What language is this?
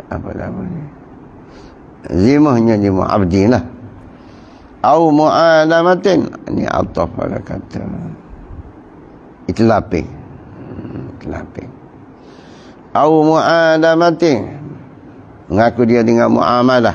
Malay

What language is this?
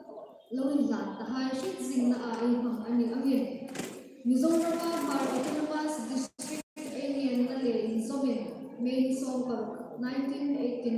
Hmar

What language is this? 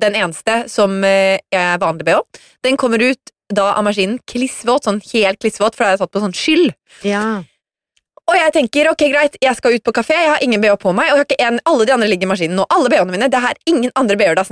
Norwegian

